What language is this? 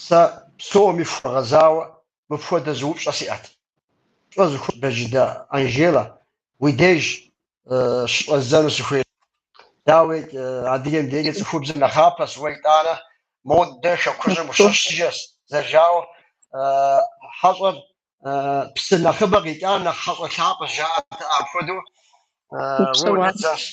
Kabardian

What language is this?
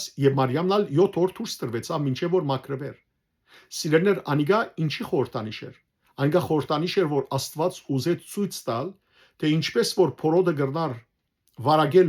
Western Armenian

